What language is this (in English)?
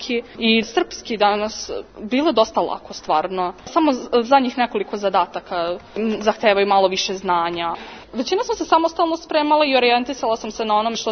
Serbian